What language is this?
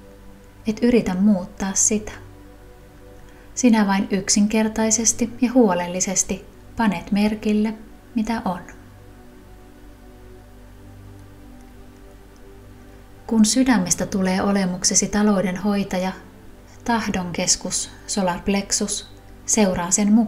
Finnish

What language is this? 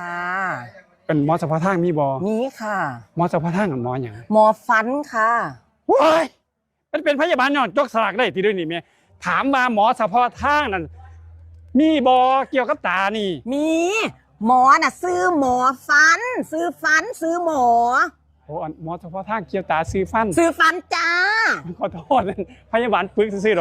Northeastern Thai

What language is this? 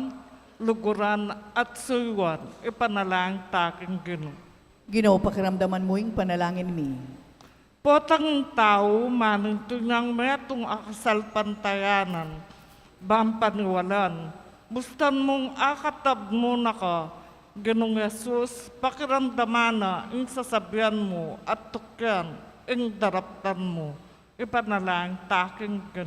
Pampanga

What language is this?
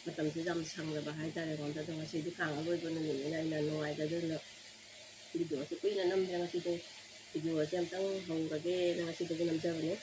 Manipuri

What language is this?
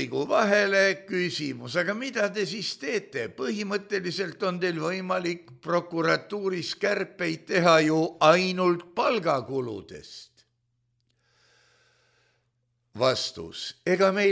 Estonian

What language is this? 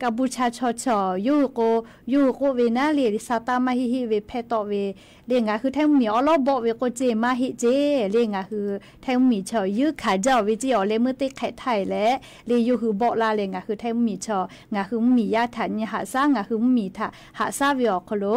Lahu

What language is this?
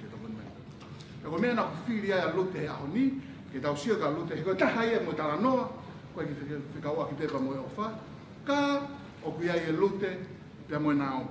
Tongan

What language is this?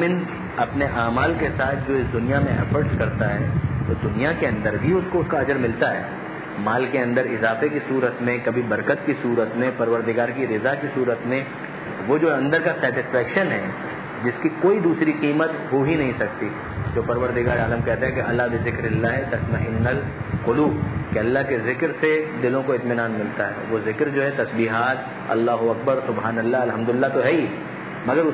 Urdu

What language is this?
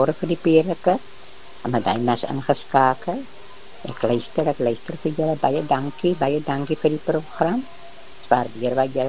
Afrikaans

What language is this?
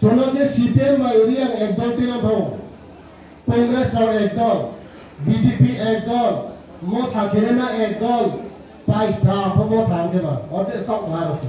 Riang (India)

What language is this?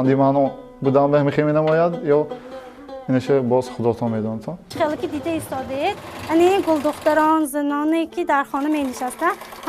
Tajik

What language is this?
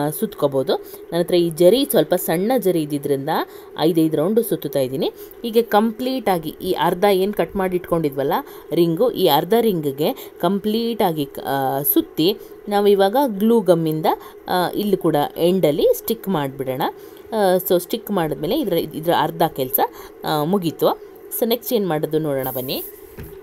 Kannada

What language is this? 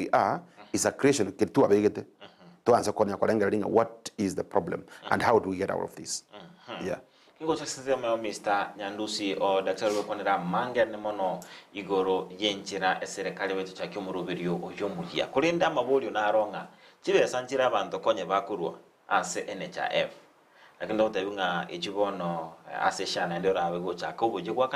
Gusii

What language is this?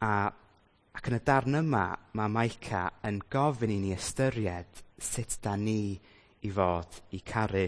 Welsh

